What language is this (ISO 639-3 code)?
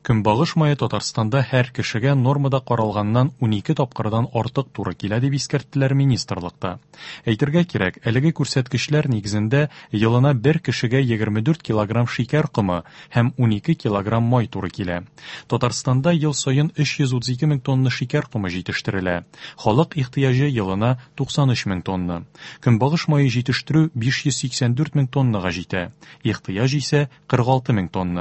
tat